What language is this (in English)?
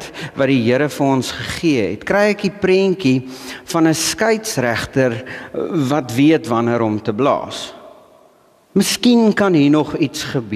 Afrikaans